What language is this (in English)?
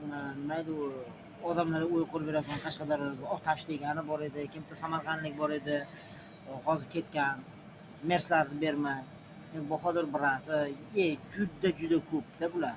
Uzbek